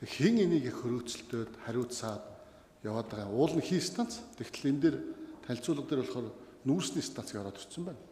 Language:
Mongolian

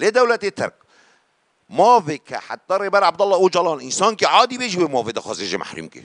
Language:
Kurdish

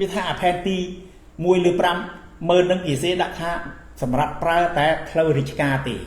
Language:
Khmer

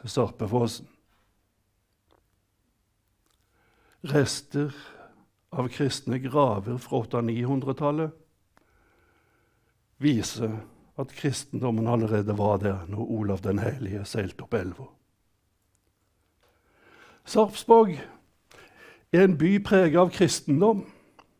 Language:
Norwegian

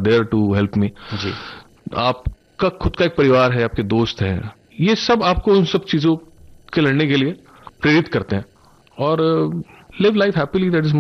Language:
Hindi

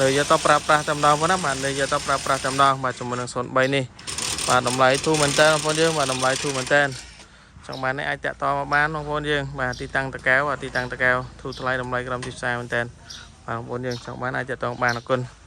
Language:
Khmer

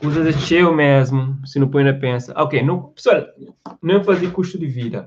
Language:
Kabuverdianu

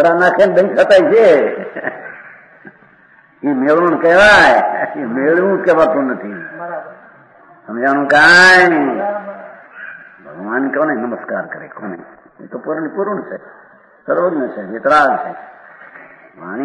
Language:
Gujarati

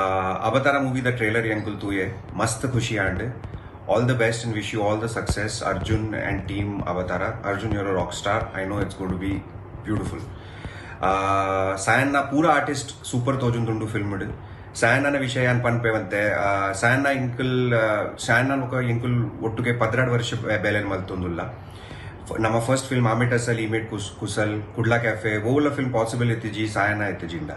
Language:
Tulu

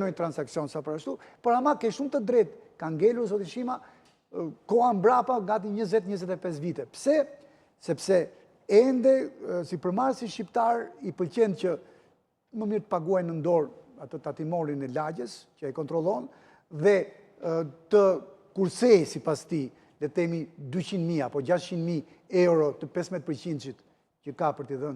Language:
Albanian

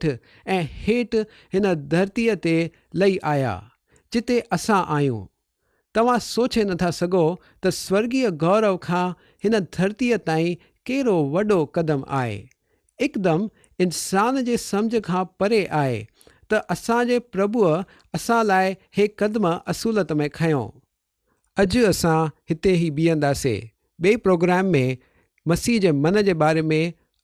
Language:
Sindhi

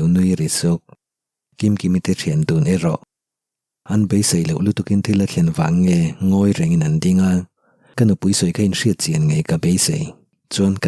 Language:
Mizo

